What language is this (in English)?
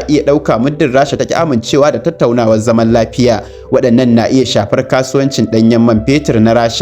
Hausa